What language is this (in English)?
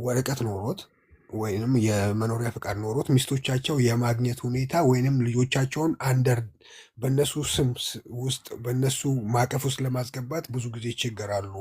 Amharic